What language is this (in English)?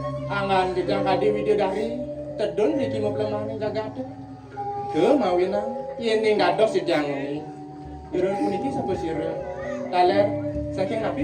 Balinese